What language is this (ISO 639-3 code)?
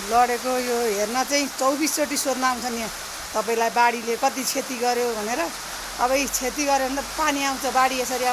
nep